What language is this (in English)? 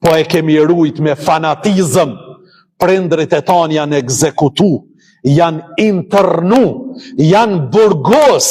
Albanian